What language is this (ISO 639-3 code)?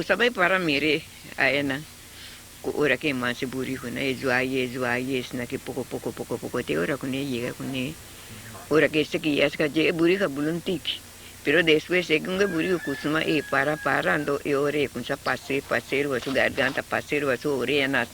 pap